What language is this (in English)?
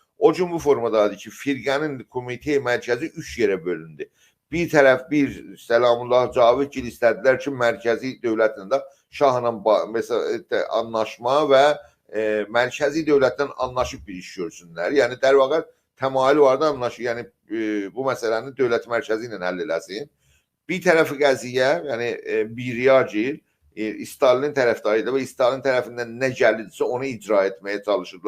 South Azerbaijani